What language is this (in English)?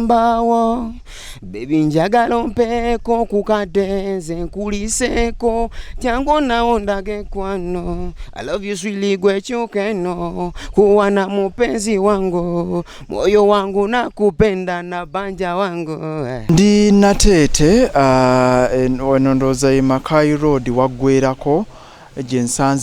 Ganda